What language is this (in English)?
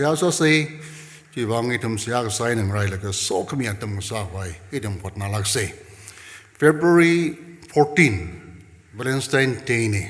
Tangkhul Naga (India)